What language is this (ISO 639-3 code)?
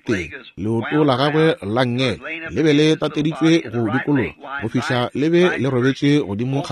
nso